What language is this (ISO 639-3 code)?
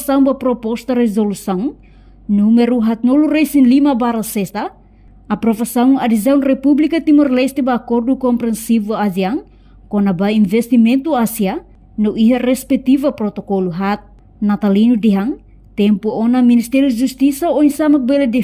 tet